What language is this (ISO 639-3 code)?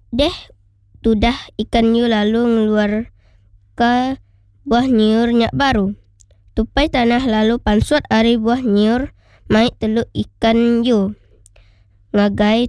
iba